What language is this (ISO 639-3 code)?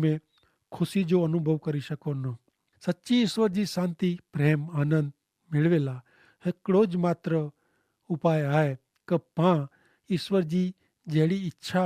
kfr